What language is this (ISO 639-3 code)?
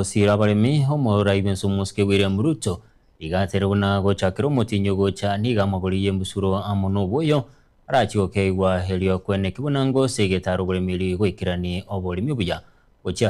guz